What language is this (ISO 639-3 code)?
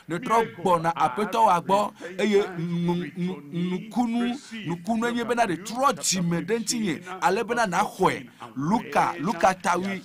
ewe